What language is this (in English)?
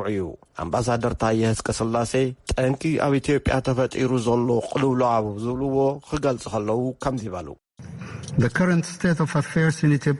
Tigrinya